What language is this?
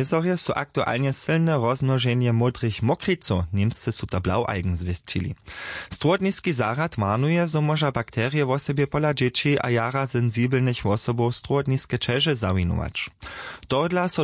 Upper Sorbian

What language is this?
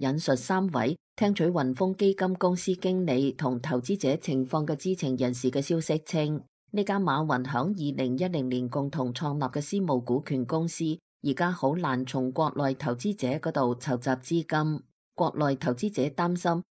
Cantonese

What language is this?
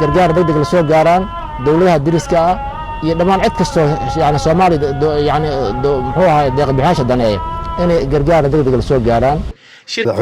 Somali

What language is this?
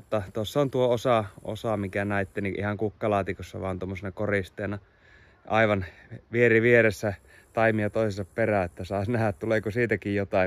Finnish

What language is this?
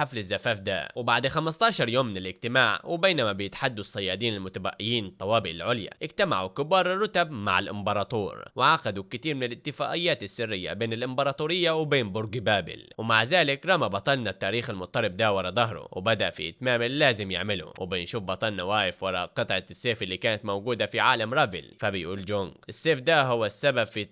Egyptian Arabic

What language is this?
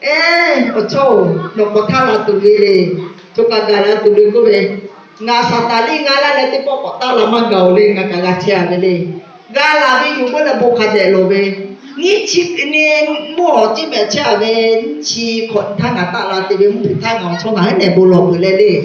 Lahu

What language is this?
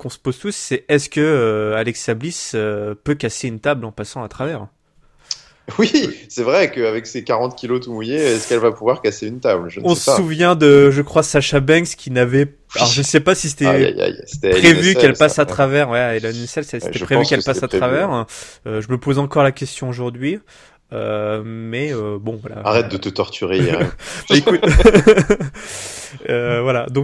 French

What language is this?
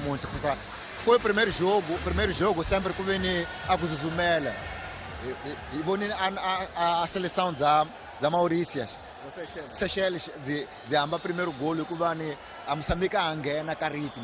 Tsonga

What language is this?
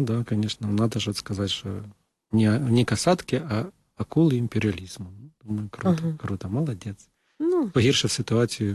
Ukrainian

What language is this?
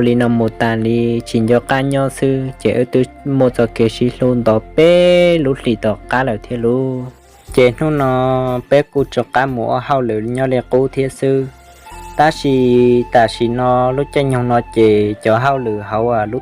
Hmong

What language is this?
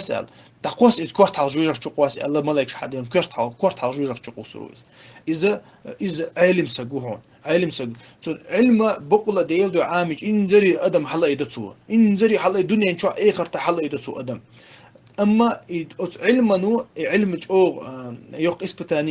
Chechen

